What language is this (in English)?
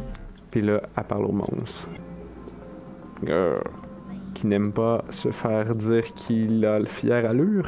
French